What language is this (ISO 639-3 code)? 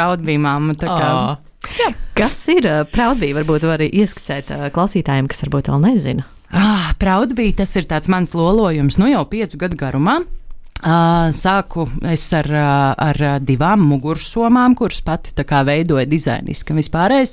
lav